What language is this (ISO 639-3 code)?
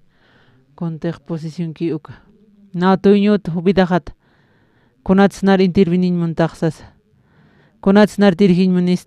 aym